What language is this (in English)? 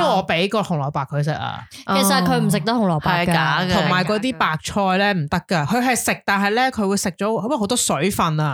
Cantonese